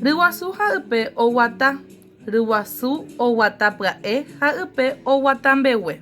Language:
Guarani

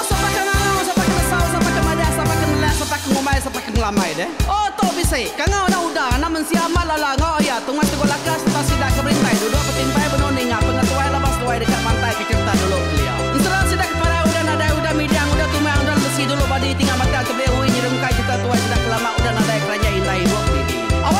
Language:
Iban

